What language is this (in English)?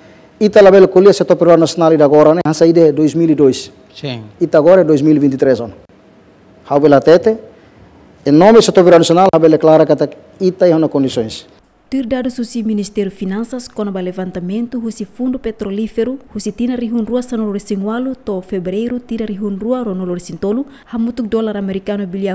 Tetum